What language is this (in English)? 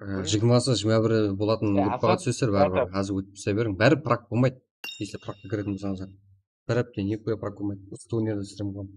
Kara-Kalpak